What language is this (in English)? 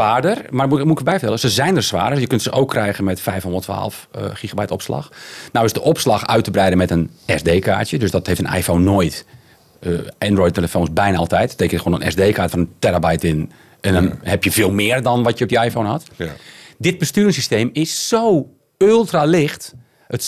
Dutch